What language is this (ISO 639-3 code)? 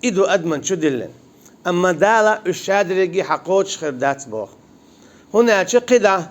che